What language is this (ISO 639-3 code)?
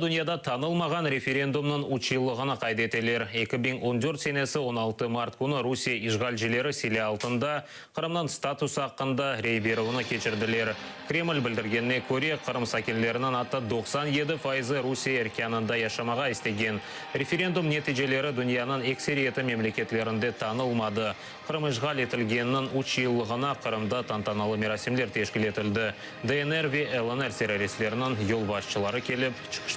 crh